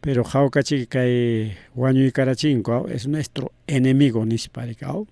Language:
Ayacucho Quechua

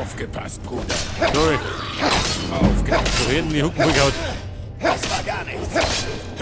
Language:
Bavarian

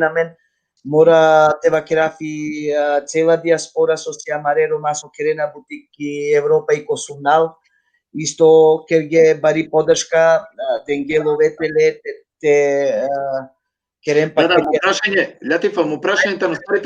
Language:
Balkan Romani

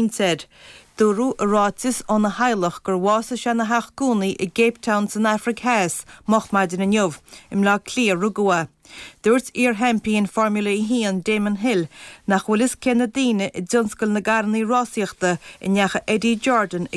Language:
Irish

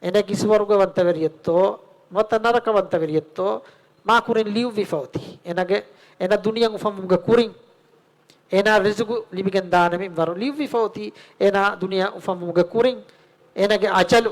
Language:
Divehi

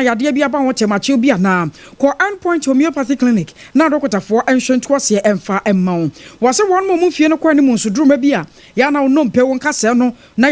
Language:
Akan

